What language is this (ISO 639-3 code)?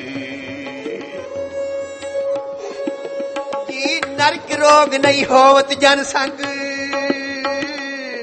pan